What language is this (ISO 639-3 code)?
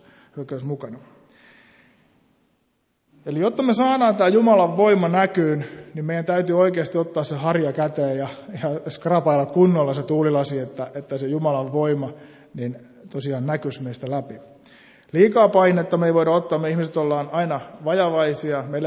fin